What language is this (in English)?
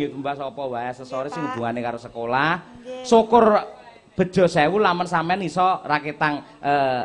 Javanese